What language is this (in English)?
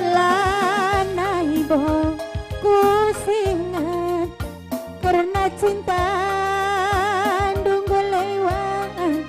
Batak Karo